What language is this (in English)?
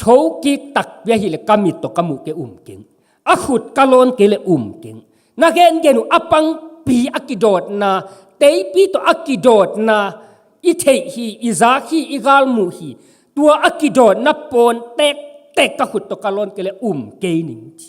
Tedim Chin